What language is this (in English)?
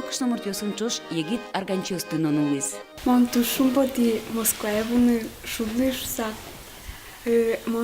Udmurt